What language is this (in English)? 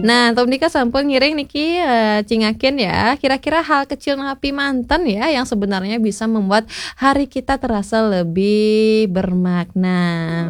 Balinese